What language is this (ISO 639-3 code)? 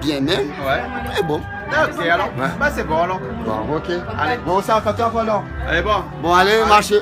rcf